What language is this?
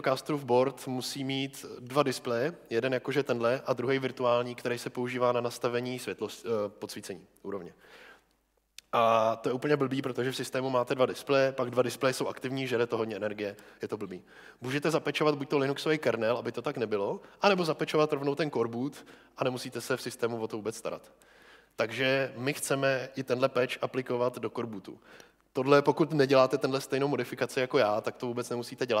Czech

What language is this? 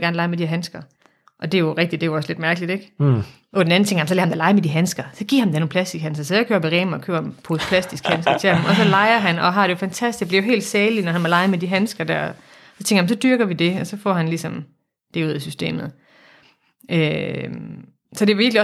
Danish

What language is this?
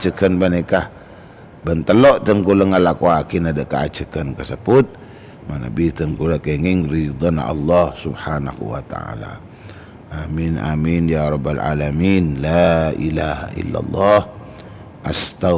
Madurese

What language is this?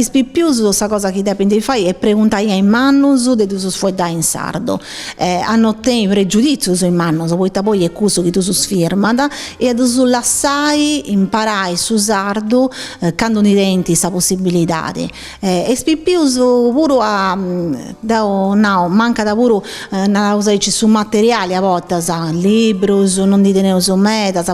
Sardinian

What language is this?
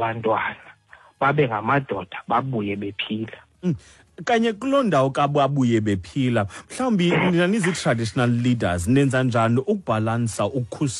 Xhosa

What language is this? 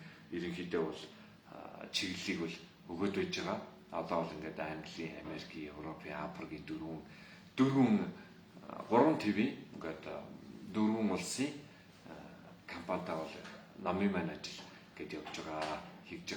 Mongolian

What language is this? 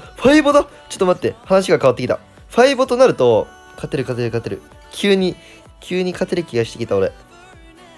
Japanese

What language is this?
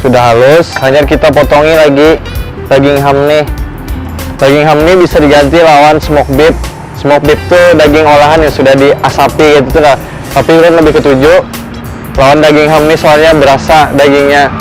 Banjar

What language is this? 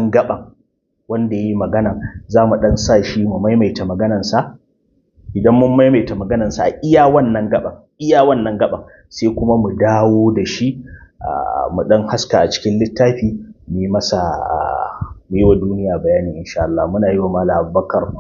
Hausa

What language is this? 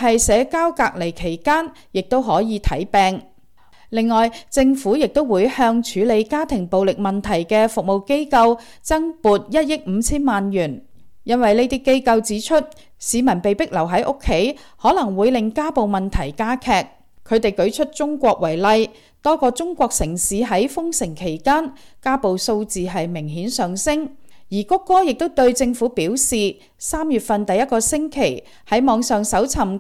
Cantonese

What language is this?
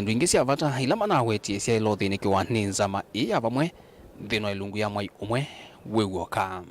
Kamba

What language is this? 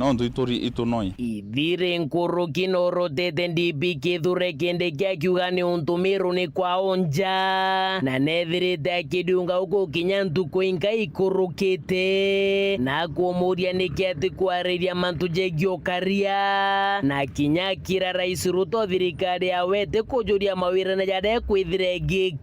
Meru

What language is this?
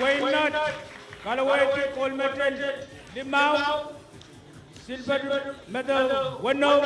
Pohnpeian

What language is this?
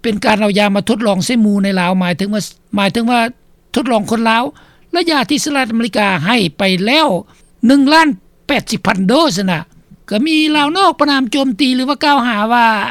Lao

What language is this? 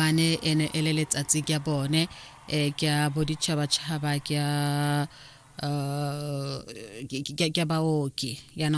Tswana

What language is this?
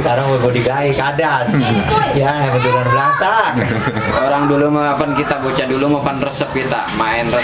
Betawi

